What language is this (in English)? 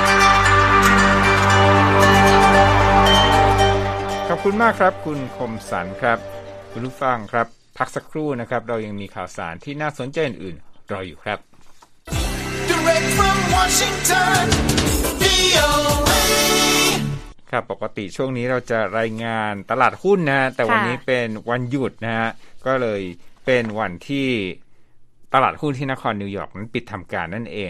Thai